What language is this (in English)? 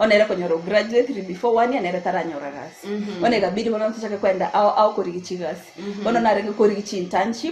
Gusii